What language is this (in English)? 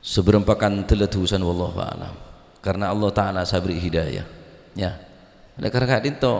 Madurese